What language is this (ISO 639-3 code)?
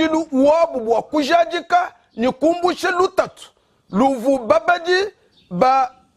lua